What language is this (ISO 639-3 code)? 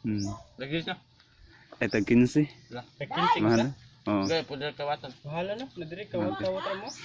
ceb